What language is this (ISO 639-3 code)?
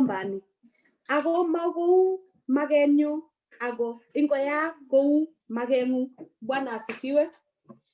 kln